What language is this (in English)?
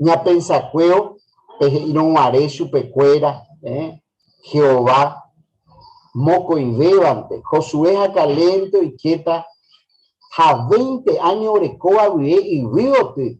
Guarani